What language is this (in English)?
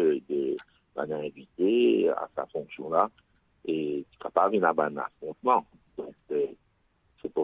Morisyen